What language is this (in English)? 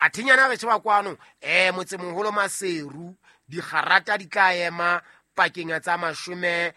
Southern Sotho